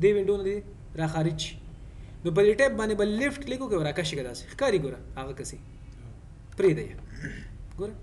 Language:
Pashto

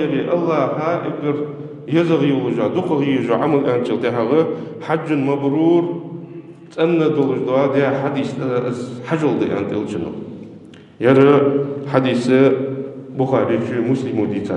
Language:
Ingush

